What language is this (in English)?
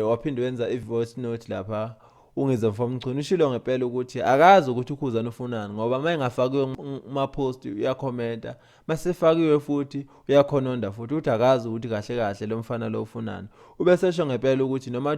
Zulu